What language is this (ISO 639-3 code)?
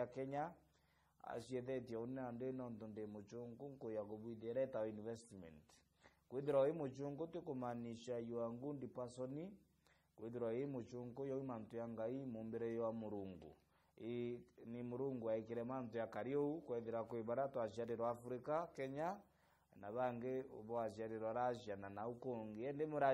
mer